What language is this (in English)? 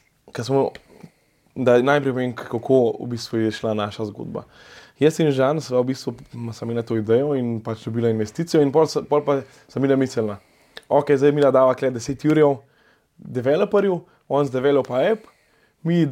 Slovenian